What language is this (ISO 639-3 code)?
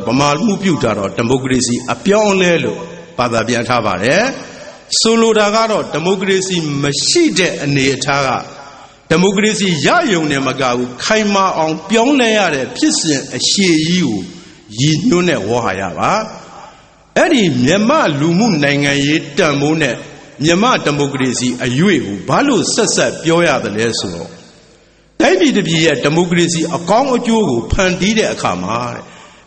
mya